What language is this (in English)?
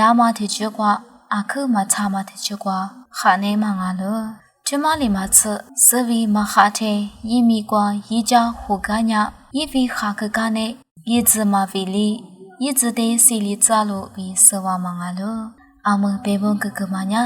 Lisu